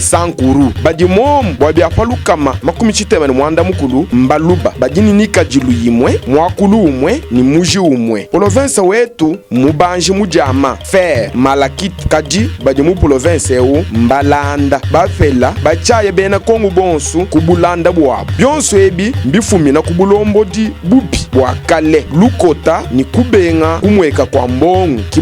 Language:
Luba-Lulua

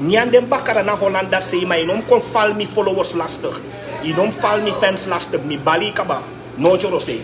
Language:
Sranan Tongo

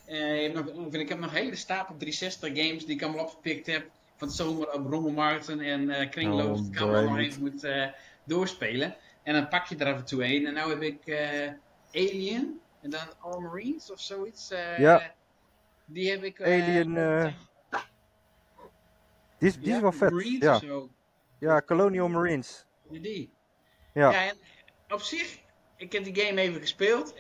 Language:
Dutch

